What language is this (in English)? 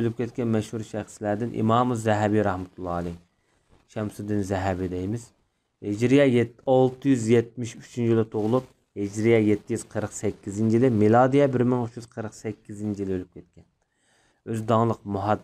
Uyghur